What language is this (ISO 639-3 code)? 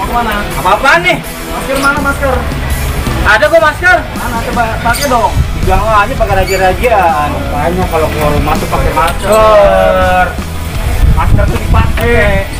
bew